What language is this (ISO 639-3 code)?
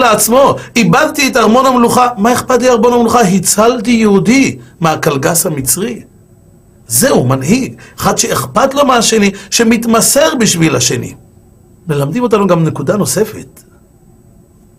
heb